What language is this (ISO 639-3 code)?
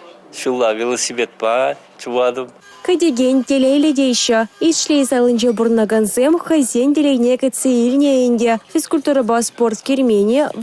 chv